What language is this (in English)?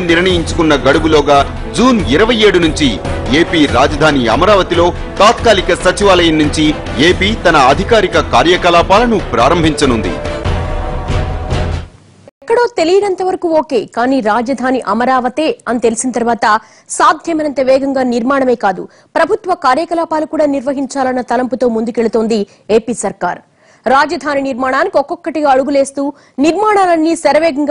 Telugu